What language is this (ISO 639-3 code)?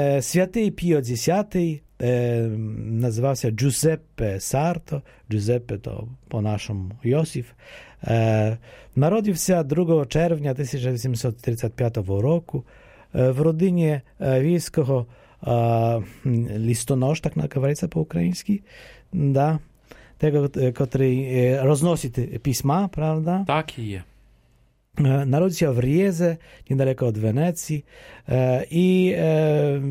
pol